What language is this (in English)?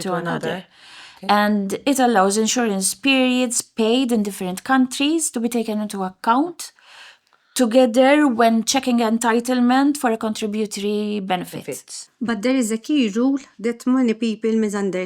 English